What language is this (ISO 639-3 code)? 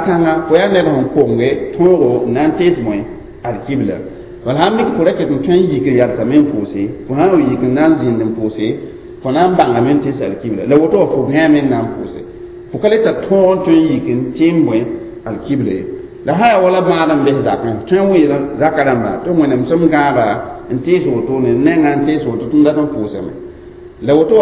mos